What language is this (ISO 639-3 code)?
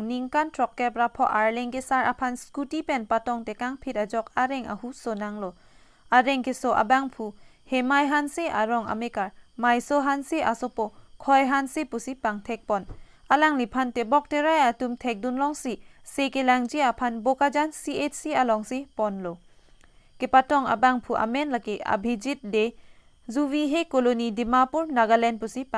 mjw